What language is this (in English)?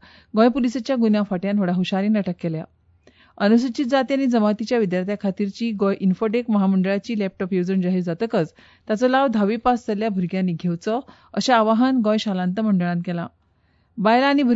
Konkani